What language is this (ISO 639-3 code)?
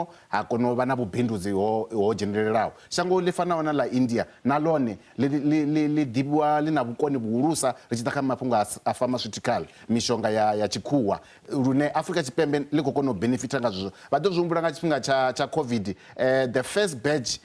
ven